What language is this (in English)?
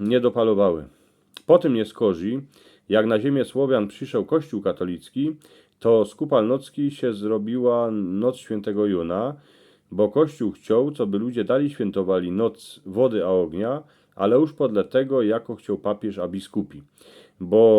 Silesian